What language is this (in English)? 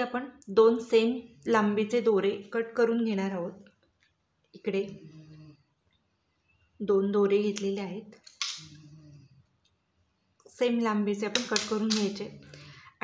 Marathi